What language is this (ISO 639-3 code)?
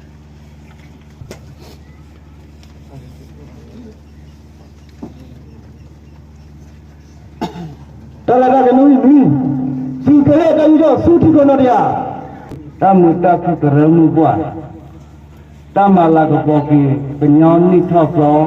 ksw